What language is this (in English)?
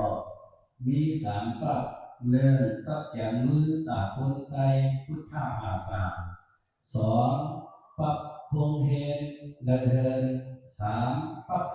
Shan